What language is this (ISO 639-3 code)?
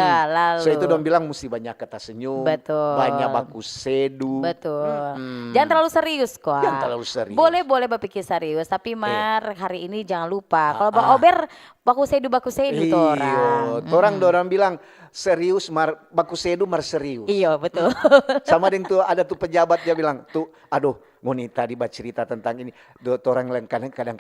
xmm